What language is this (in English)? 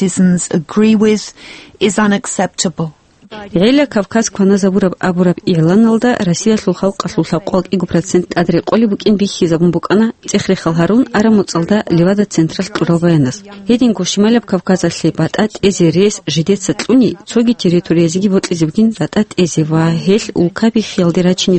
Avaric